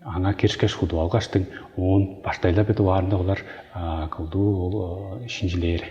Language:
Tuvinian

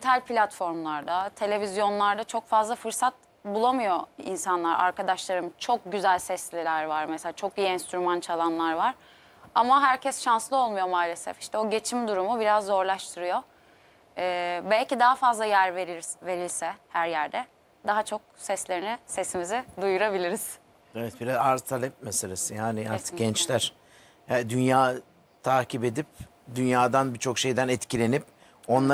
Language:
Turkish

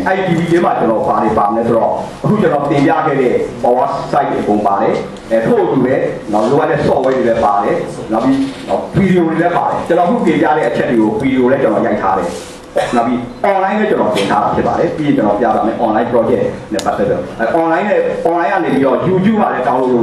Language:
Burmese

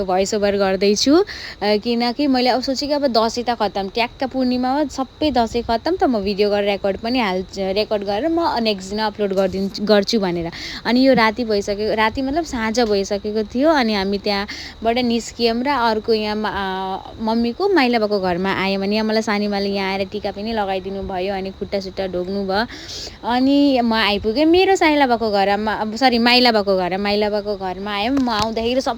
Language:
Nepali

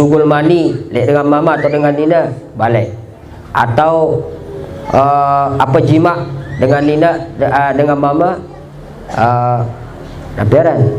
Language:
Sasak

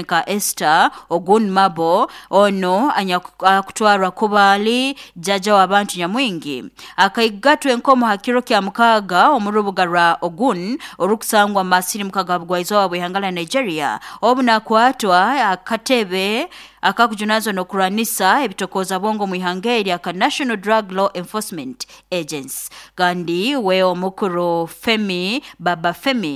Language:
Nyoro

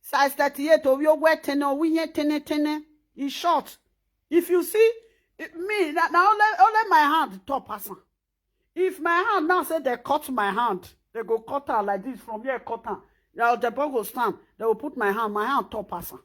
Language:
Nigerian Pidgin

